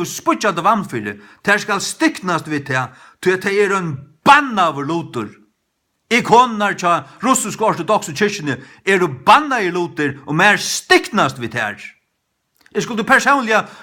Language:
Faroese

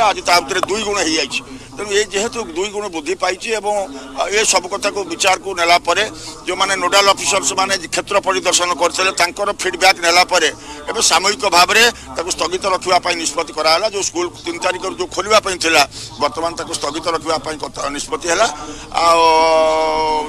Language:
Odia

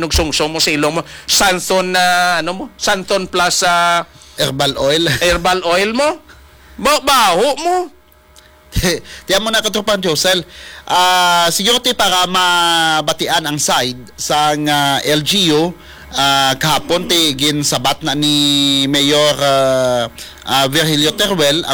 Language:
Hiligaynon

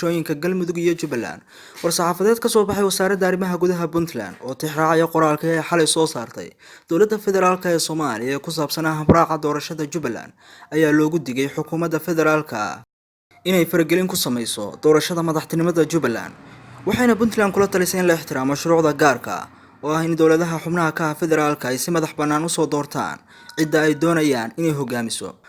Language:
Somali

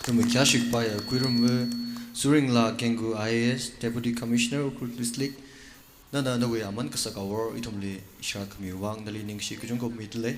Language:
Tangkhul Naga (India)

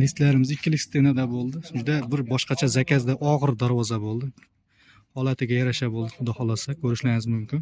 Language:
Uzbek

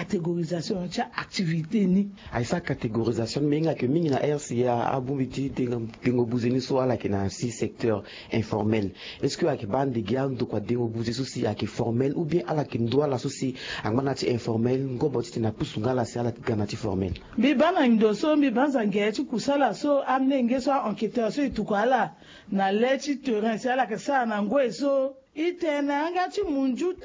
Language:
Sango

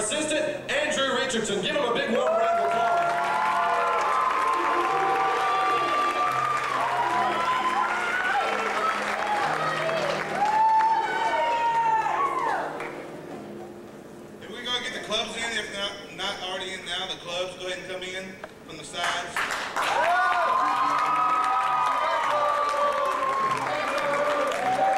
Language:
English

